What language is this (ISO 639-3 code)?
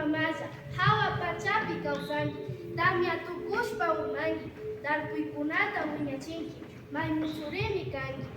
qvi